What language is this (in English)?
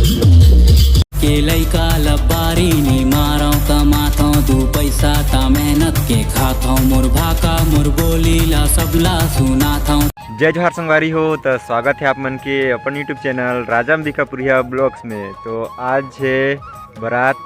Chhattisgarhi